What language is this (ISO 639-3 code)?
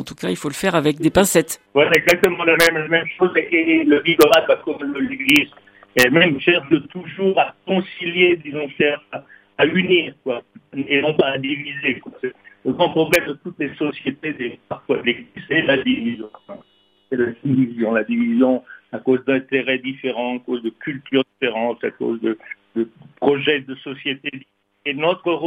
fra